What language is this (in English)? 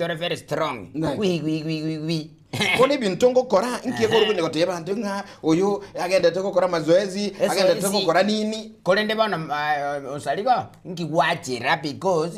Gusii